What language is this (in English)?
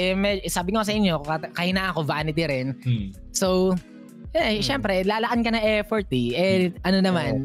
Filipino